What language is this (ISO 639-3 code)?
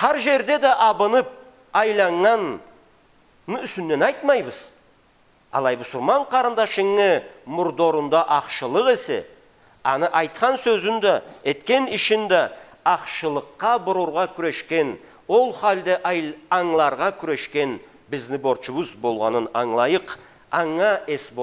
krc